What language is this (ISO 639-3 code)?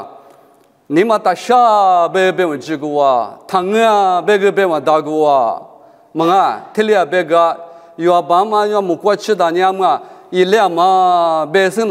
lis